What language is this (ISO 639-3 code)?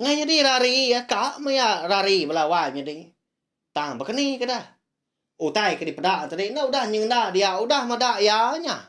iba